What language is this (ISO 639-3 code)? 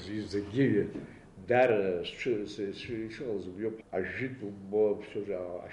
abk